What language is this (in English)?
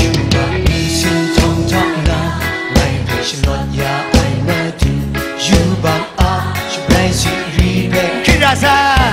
Kachin